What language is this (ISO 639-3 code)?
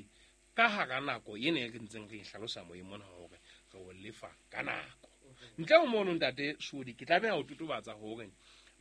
sot